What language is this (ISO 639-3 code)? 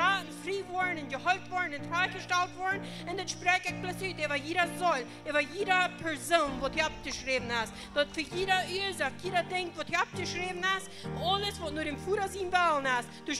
pdt